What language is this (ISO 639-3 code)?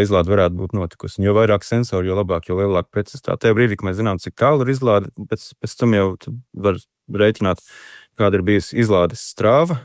lav